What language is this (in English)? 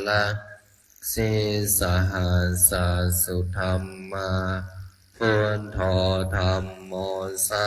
Pali